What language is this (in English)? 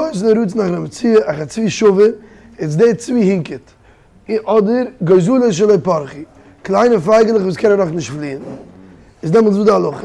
Yiddish